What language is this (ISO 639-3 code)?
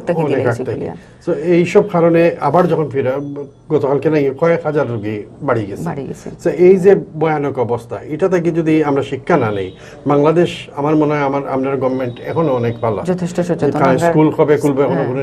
syl